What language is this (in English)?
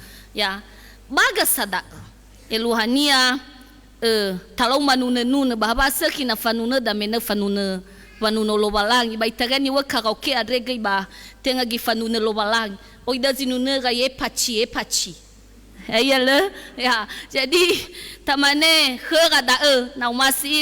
Nias